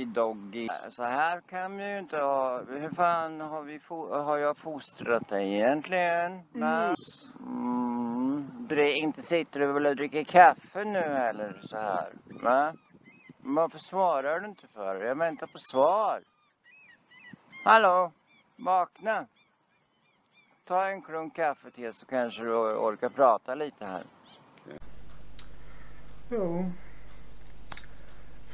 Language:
Swedish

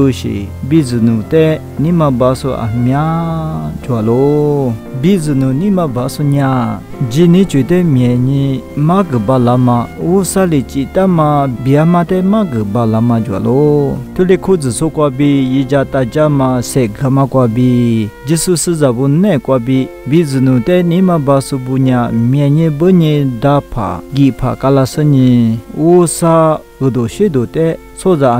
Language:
Lisu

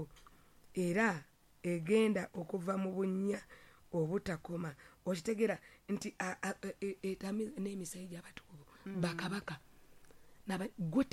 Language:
Ganda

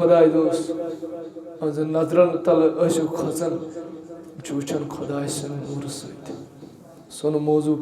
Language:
Kashmiri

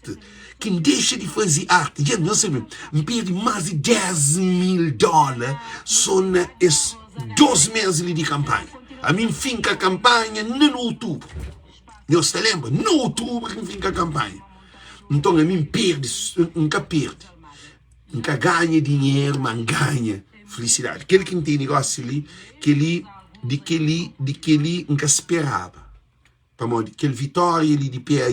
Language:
Kabuverdianu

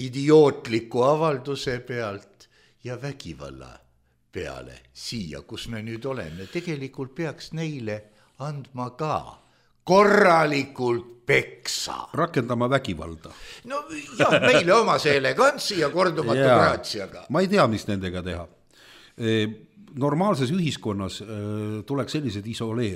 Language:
Estonian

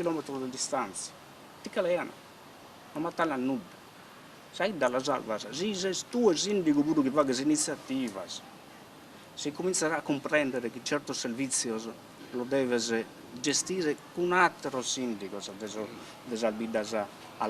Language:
Sardinian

